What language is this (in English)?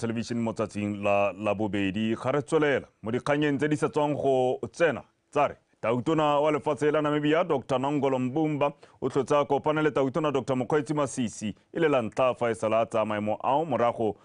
Tswana